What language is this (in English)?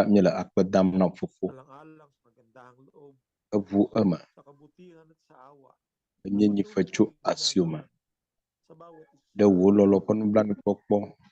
Ewe